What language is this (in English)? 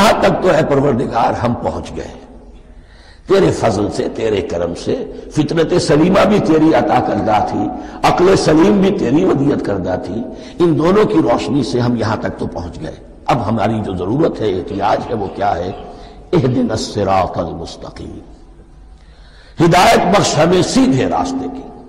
Urdu